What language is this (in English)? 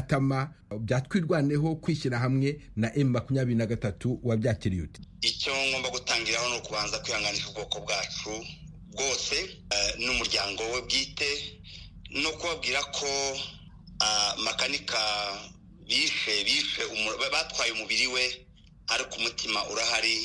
Kinyarwanda